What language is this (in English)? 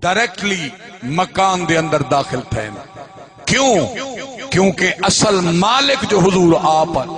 Saraiki